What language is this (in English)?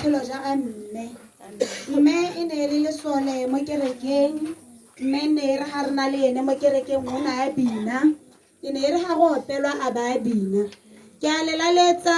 Tswana